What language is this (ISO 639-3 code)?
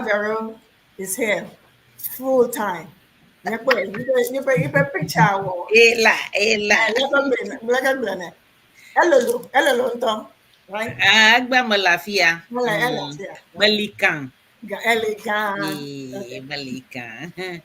ewe